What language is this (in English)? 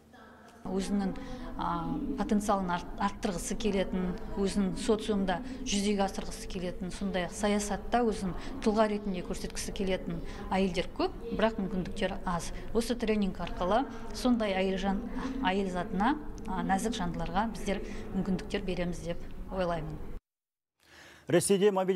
Kazakh